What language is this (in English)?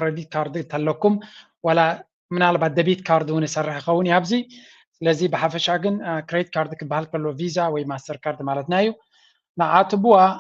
Tigrinya